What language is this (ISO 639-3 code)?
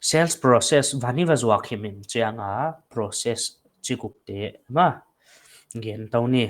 pck